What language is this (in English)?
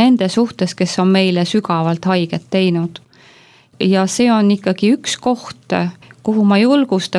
Estonian